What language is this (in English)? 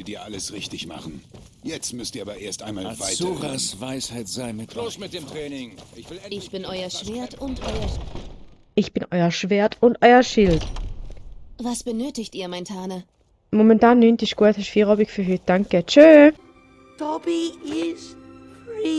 Swiss German